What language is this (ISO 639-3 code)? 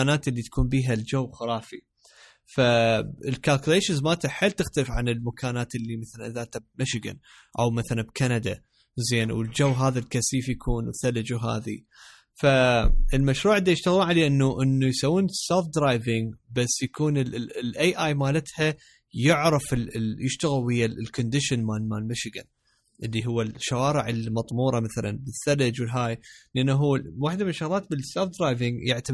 acm